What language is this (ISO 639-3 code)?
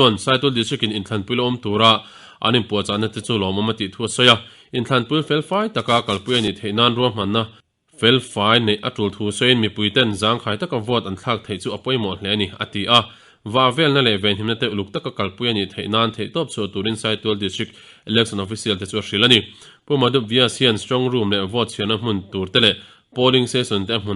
lus